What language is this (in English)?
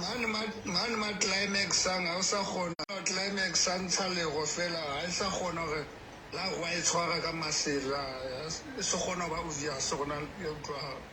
Southern Sotho